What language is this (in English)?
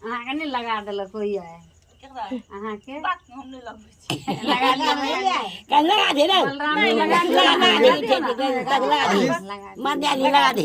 Maithili